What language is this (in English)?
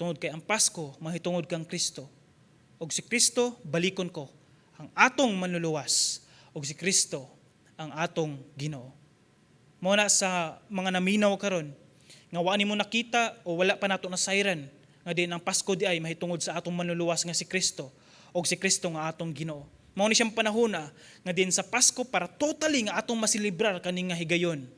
Cebuano